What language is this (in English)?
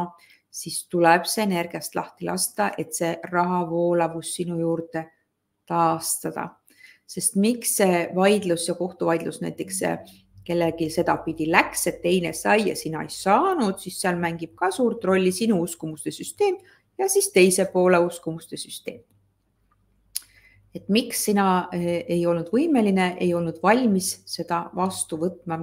Estonian